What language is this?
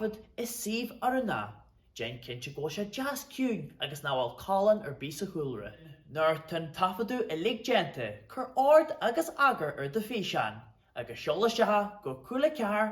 Irish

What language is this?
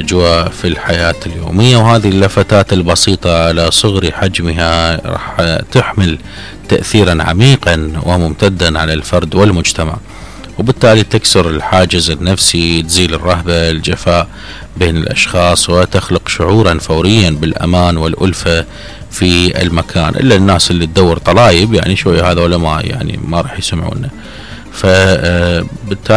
Mesopotamian Arabic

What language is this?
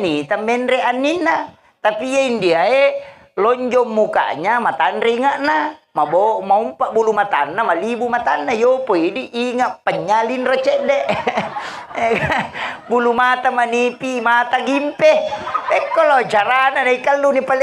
Buginese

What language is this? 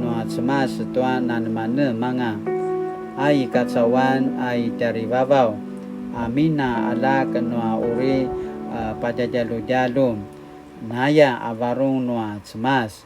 Paiwan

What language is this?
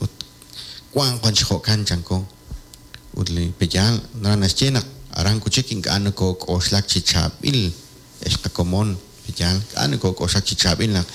Kekchí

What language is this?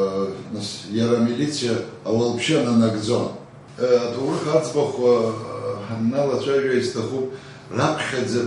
Abkhazian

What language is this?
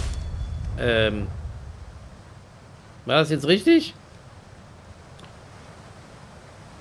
German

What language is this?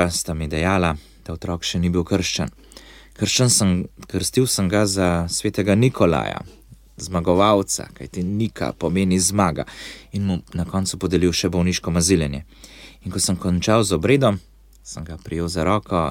Slovenian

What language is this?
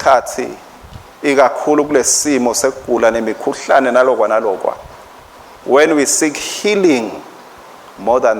Swati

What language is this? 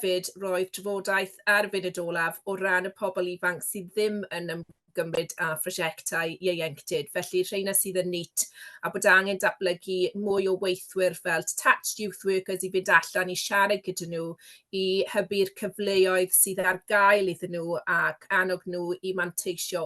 Welsh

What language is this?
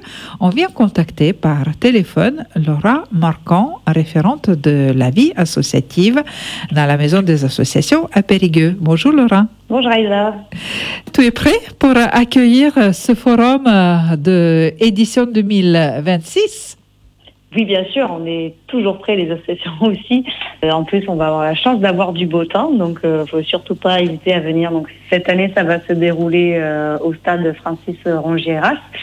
French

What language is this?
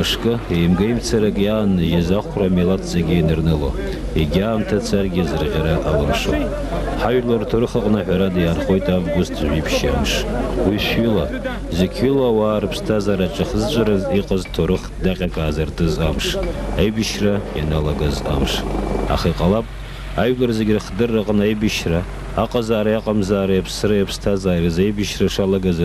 Abkhazian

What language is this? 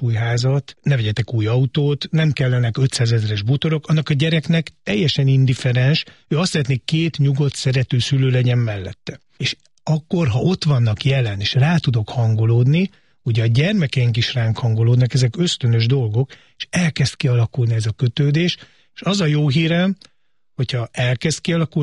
Hungarian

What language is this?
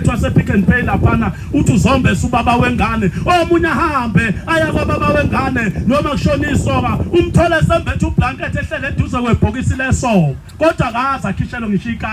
Zulu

